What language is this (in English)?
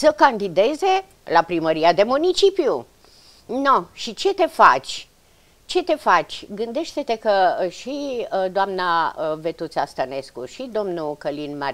Romanian